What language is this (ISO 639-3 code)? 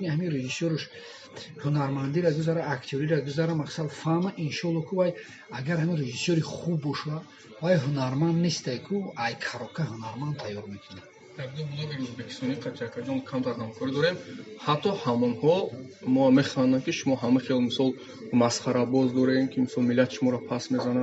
tgk